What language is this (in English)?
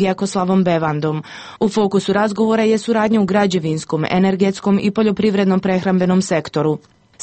Croatian